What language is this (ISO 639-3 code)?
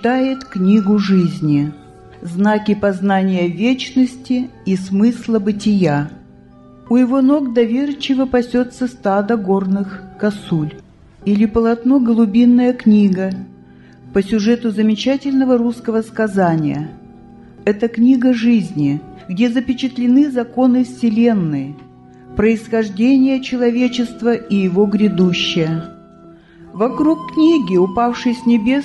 rus